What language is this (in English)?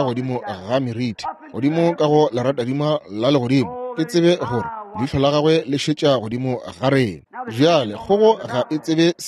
Northern Sotho